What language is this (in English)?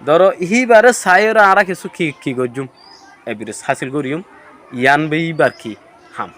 Rohingya